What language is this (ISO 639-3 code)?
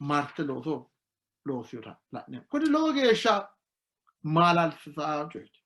sid